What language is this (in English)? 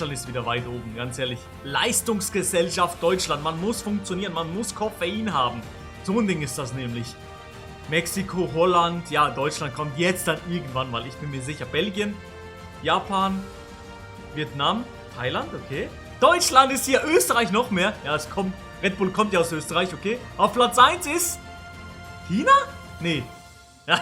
Swiss German